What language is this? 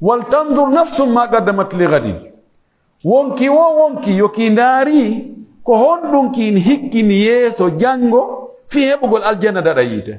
Pular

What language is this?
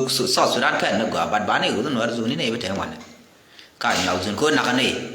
Nuer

